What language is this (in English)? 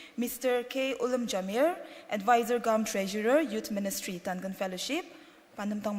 Ao Naga